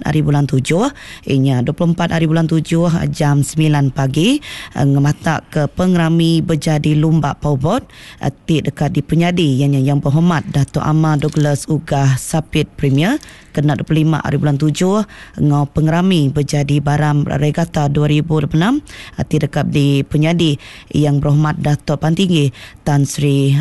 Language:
Iban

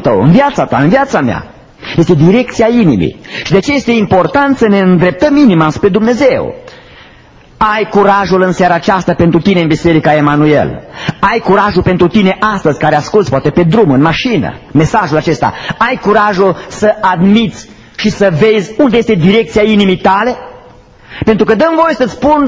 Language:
Romanian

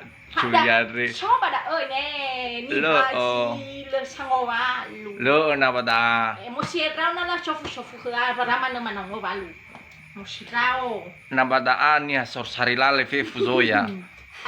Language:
Nias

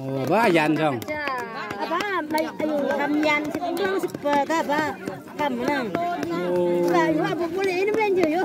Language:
Naga Pidgin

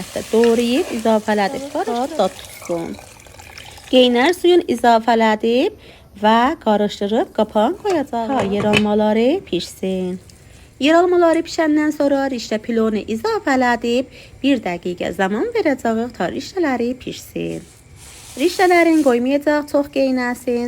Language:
South Azerbaijani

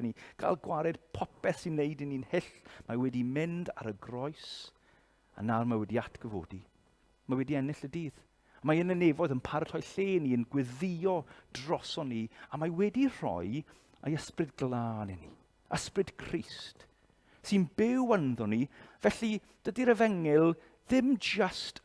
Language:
Welsh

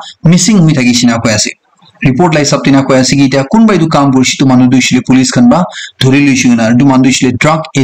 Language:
Naga Pidgin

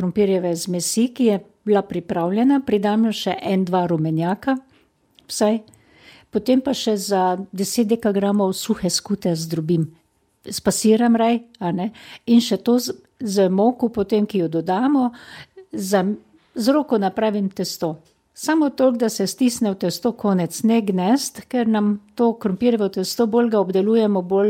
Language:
Slovenian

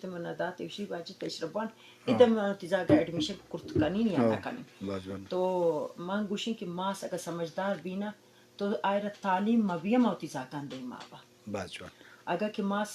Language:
Eastern Balochi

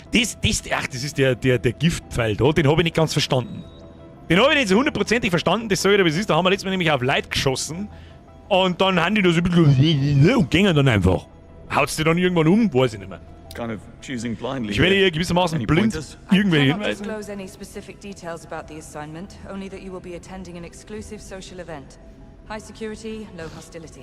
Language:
Bavarian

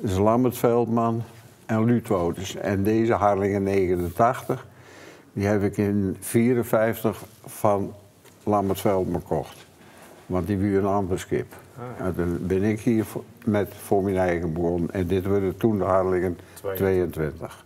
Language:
Western Frisian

